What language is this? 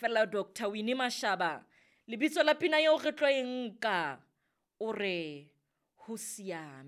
Southern Sotho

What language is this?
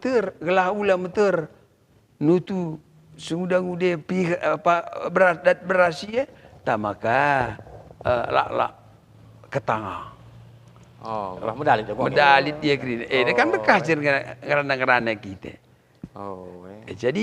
Batak Karo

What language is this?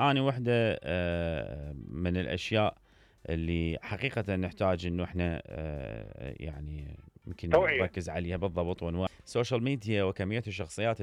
Mesopotamian Arabic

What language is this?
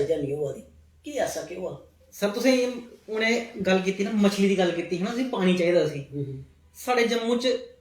Dogri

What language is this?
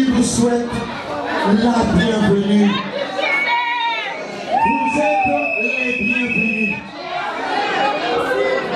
French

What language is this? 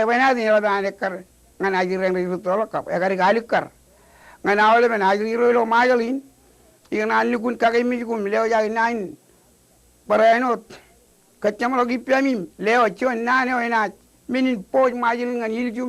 Marshallese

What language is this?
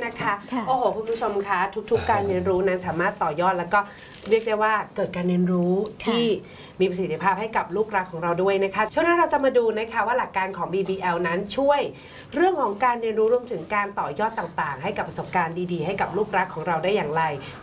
Thai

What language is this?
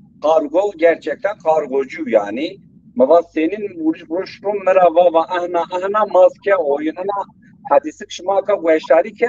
Zaza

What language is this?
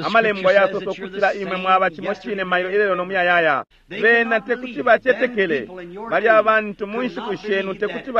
Bemba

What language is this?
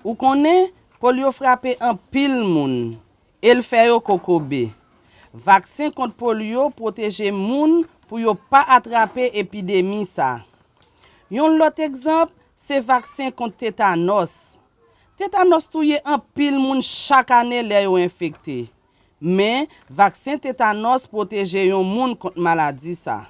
Haitian Creole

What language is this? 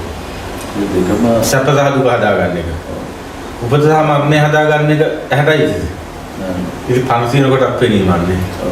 Sinhala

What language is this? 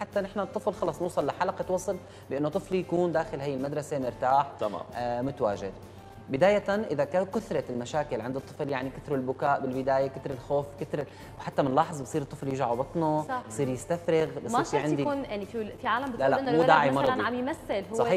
North Levantine Arabic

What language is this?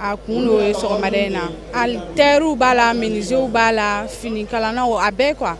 Bambara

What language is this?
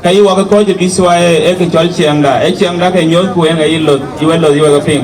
Dinka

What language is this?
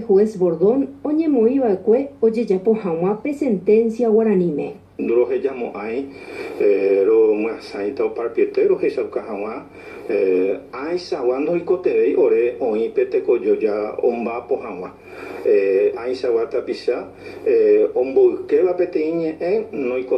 Guarani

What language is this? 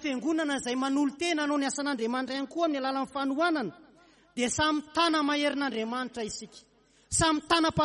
Malagasy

